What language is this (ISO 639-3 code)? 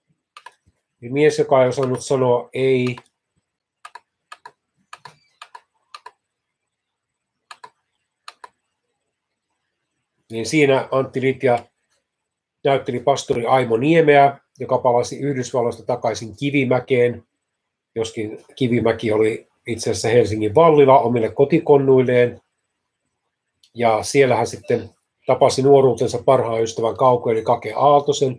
fin